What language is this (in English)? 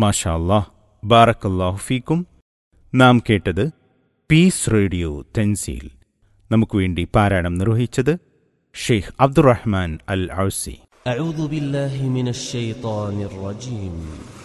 Malayalam